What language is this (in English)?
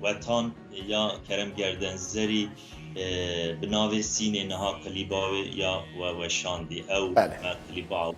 Kurdish